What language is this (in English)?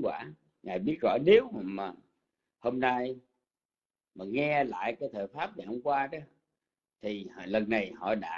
Vietnamese